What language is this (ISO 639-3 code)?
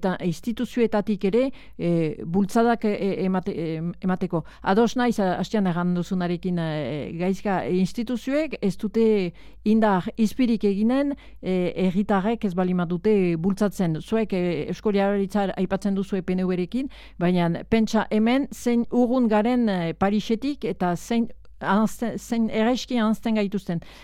eus